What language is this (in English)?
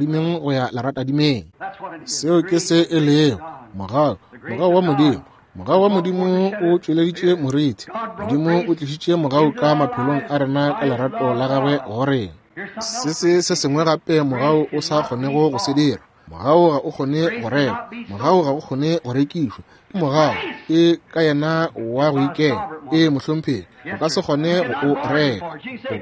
Northern Sotho